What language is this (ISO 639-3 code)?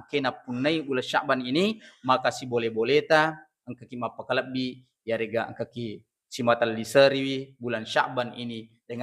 bug